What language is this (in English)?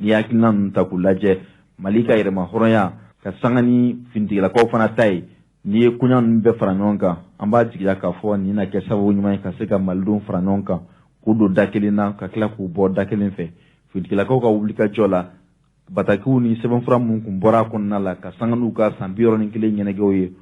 Bambara